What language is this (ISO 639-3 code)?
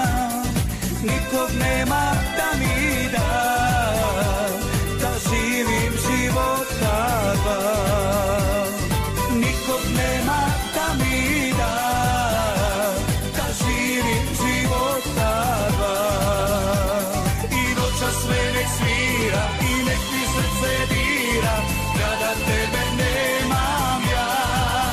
srp